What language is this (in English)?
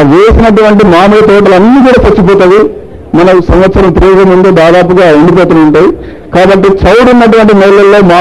Telugu